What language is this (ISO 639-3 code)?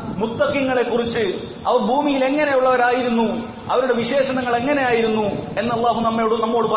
mal